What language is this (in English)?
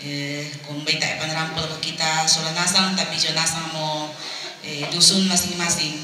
Toraja-Sa'dan